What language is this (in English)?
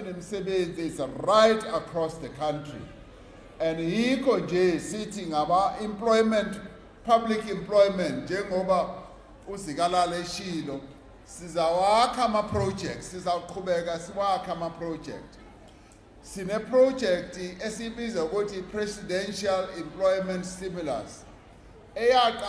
Zulu